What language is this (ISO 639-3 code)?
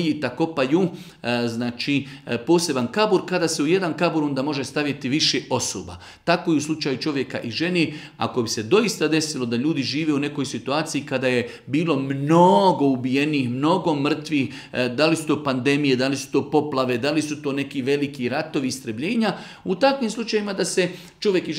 bos